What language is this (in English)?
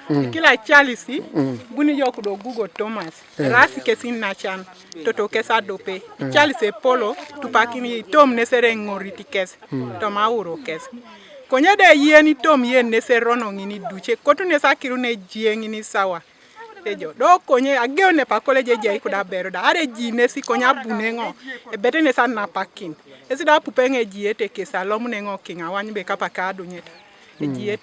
Teso